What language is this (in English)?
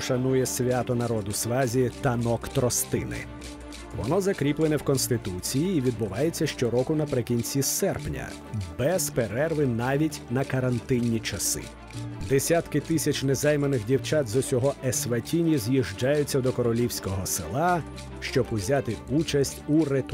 Ukrainian